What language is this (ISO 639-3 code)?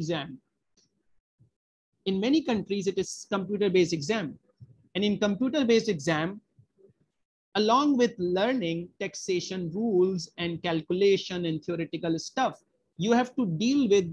eng